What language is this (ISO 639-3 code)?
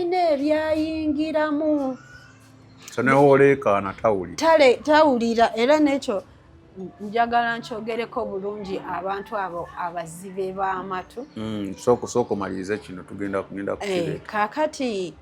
lug